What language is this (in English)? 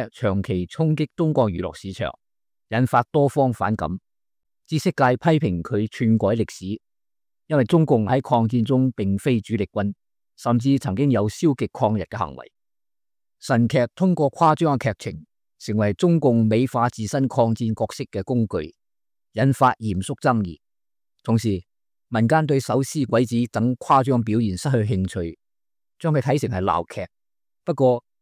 Cantonese